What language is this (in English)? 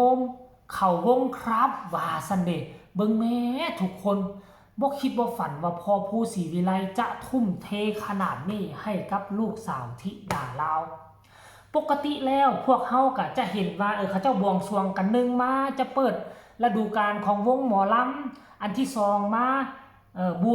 Lao